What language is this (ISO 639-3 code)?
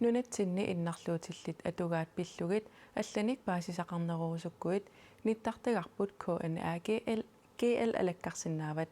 kal